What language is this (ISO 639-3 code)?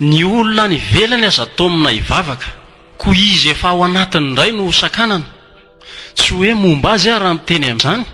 mlg